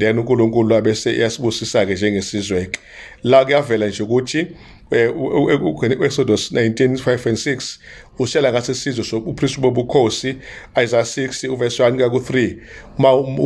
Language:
Zulu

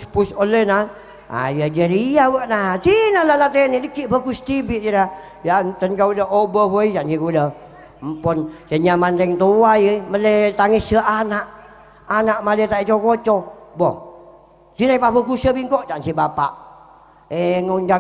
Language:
Madurese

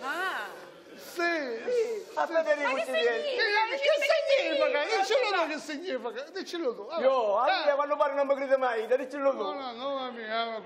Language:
Sicilian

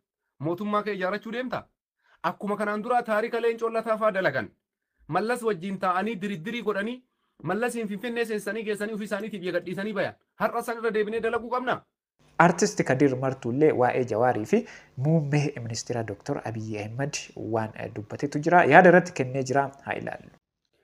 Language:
Oromo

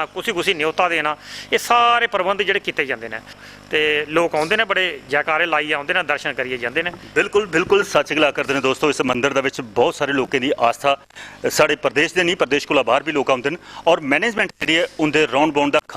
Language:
Dogri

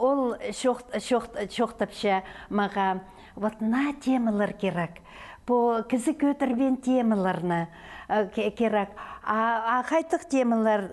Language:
Khakas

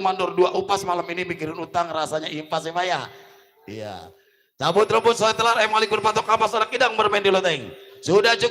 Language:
Betawi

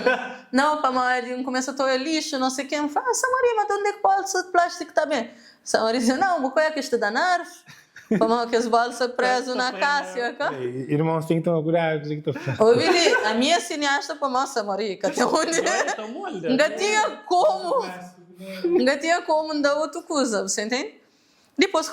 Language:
Kabuverdianu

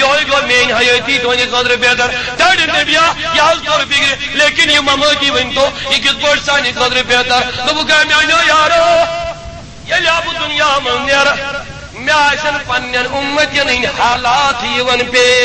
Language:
Kashmiri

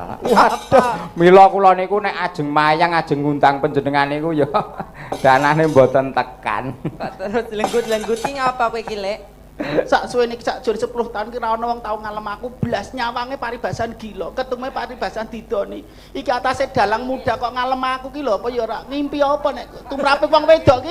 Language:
Javanese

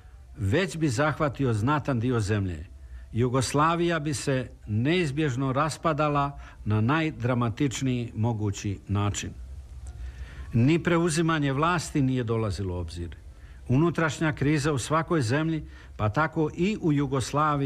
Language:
Serbian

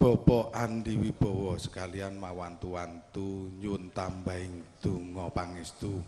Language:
Javanese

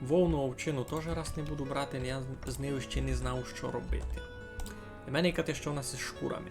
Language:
Rusyn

